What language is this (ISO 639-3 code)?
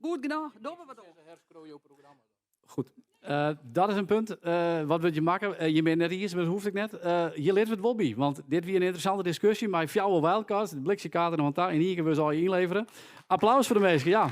fry